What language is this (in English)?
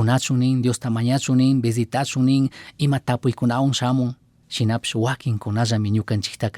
Chimborazo Highland Quichua